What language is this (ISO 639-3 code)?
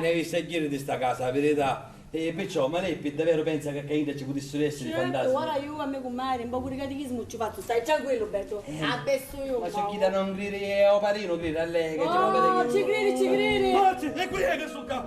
scn